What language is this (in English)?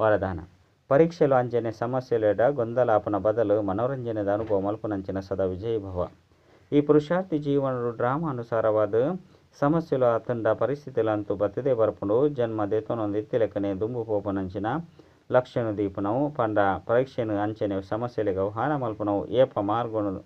Tulu